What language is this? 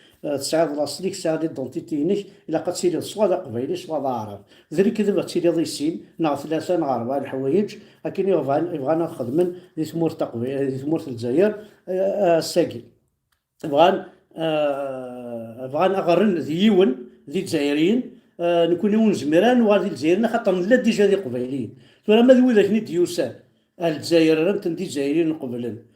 Kabyle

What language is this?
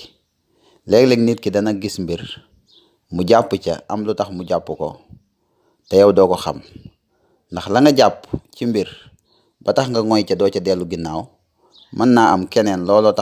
Wolof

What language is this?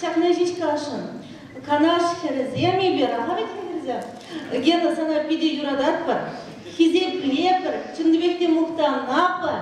Chuvash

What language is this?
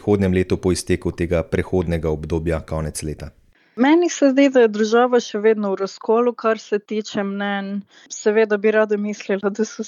Slovenian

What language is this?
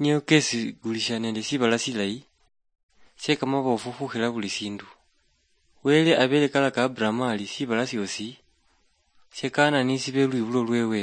Luyia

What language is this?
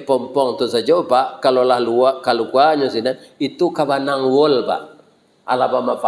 Minangkabau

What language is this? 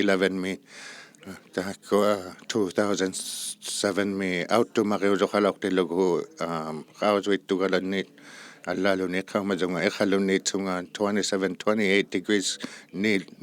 Inuktitut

